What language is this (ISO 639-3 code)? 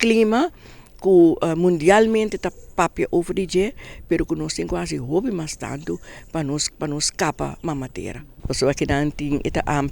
pap